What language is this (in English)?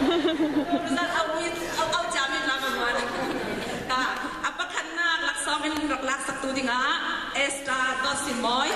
Falam Chin